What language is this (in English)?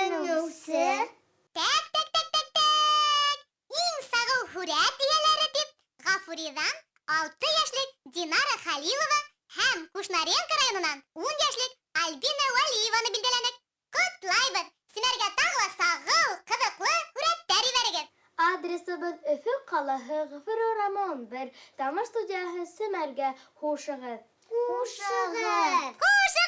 Bashkir